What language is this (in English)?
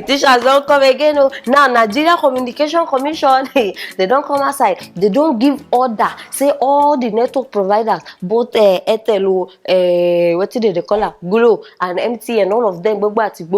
Nigerian Pidgin